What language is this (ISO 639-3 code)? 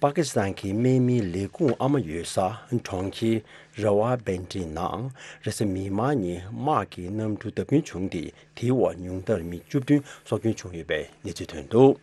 bod